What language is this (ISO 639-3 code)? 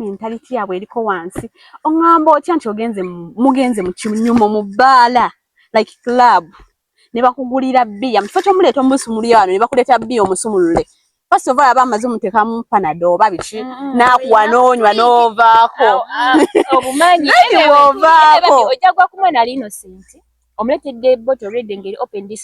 lug